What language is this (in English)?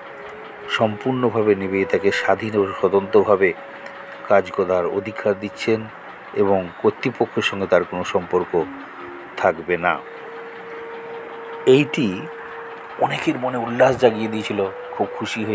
Bangla